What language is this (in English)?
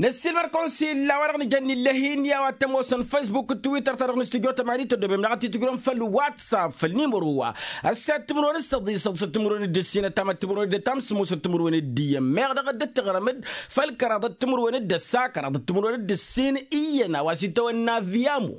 Tamasheq